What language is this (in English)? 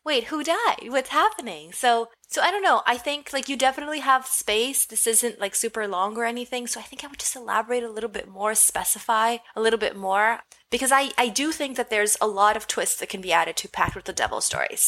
English